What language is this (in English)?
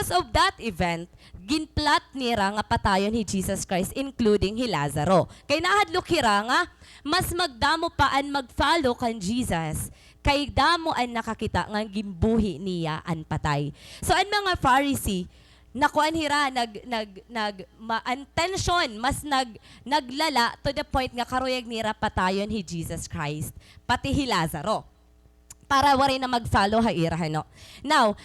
Waray